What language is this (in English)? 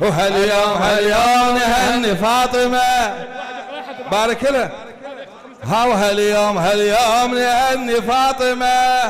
Mesopotamian Arabic